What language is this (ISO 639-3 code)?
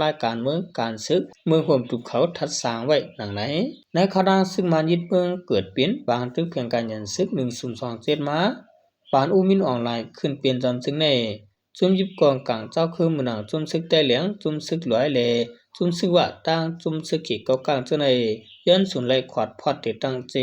shn